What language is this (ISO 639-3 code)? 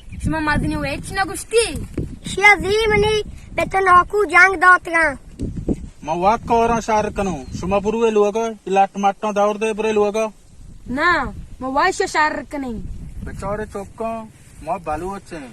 bal